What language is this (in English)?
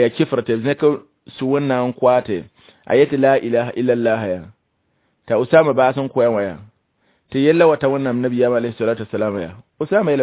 Mossi